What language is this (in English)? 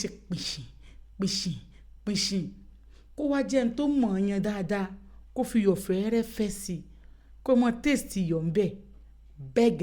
Yoruba